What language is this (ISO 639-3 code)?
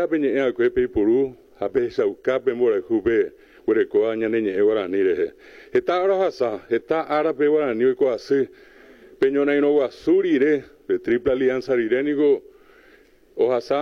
grn